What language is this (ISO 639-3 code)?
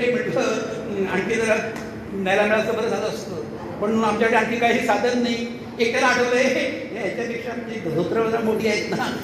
mar